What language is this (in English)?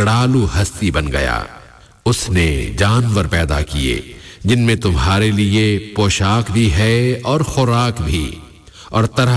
Urdu